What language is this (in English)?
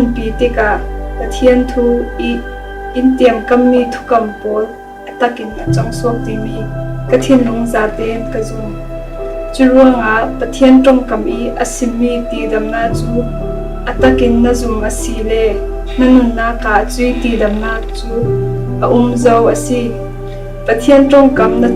Falam Chin